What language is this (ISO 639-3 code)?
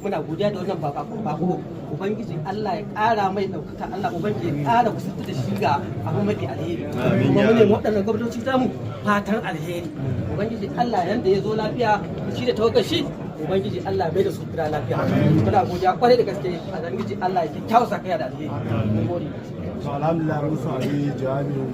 hau